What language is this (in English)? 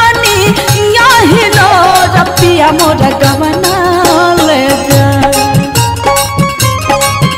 Bhojpuri